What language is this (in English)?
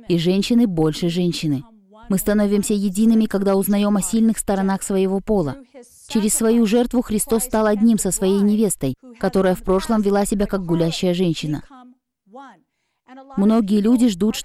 Russian